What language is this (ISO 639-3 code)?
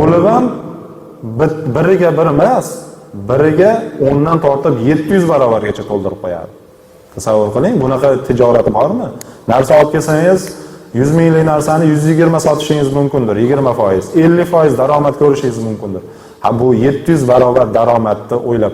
uzb